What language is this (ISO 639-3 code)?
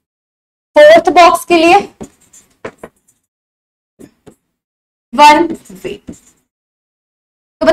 hin